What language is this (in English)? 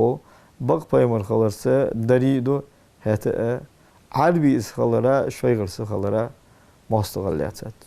Ingush